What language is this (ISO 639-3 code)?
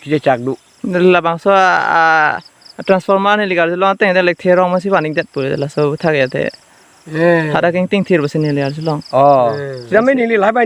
mjw